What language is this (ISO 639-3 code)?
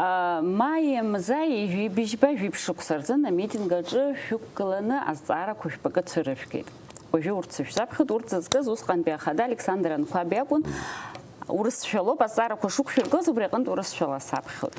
abk